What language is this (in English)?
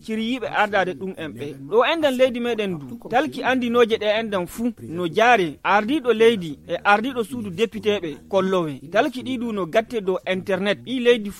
Nigerian Fulfulde